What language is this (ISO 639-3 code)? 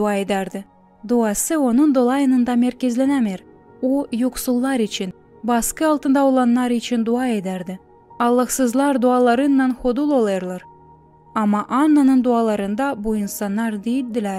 gag